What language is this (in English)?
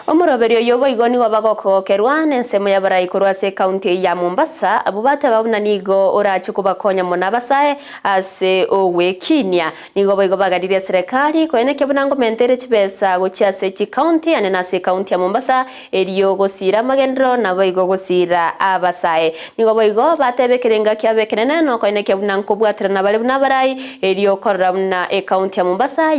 Gusii